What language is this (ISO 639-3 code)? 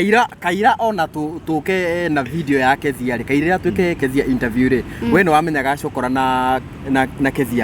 kik